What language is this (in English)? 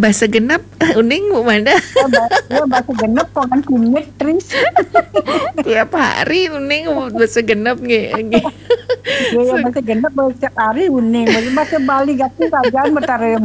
Balinese